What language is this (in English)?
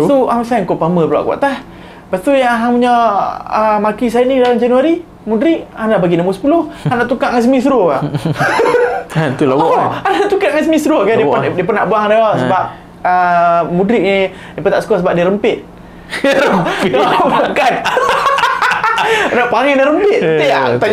Malay